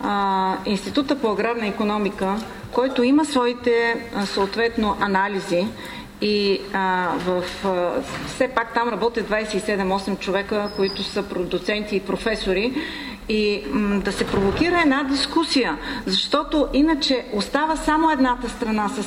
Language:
Bulgarian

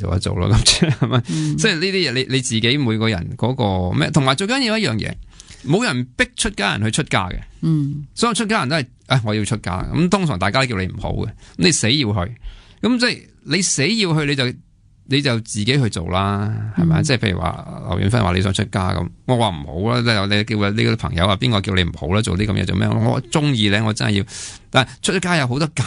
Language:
Cantonese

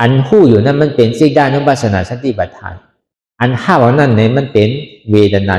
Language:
Shan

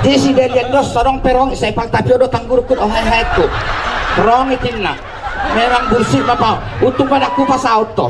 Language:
Batak Toba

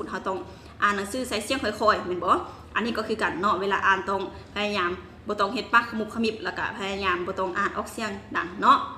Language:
Lao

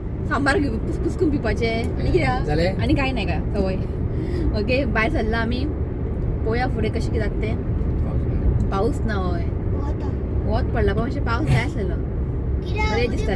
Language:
Konkani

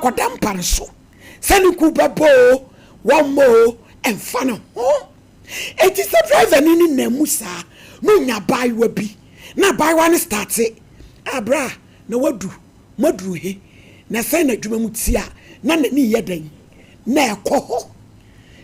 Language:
Akan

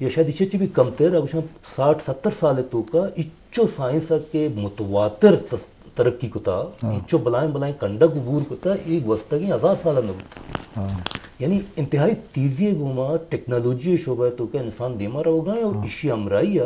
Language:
Eastern Balochi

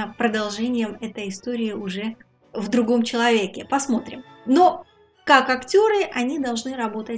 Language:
Russian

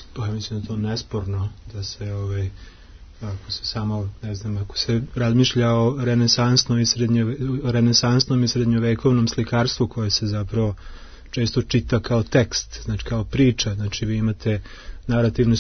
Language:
Serbian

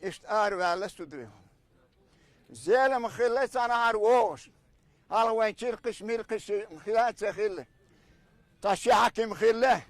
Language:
Chechen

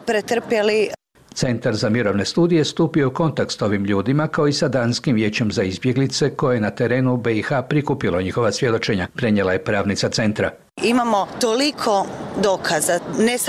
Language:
Bosnian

